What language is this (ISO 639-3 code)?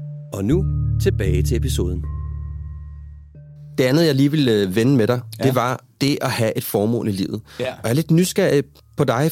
dan